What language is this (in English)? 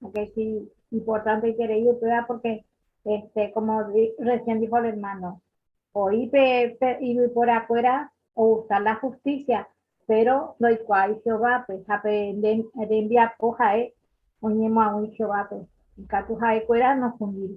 Guarani